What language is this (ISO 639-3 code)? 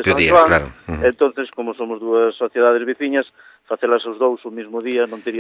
glg